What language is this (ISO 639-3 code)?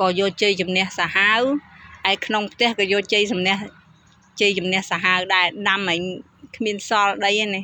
khm